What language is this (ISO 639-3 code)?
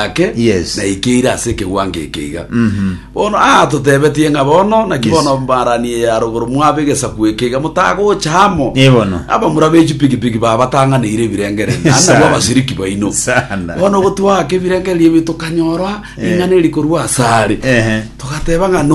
guz